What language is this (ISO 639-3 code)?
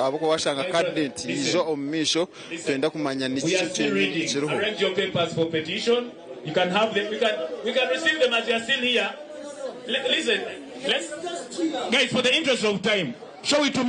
nyn